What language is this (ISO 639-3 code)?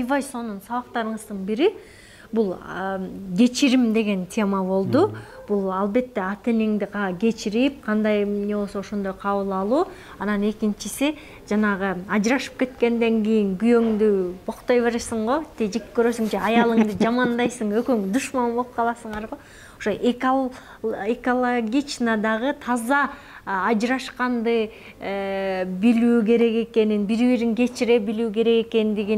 kir